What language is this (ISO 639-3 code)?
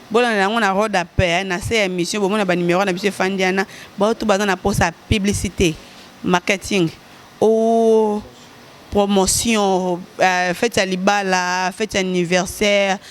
lin